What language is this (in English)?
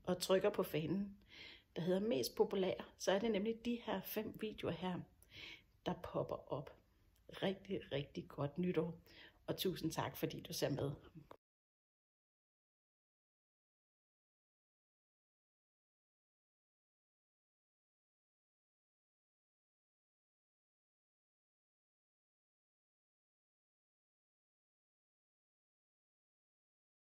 Danish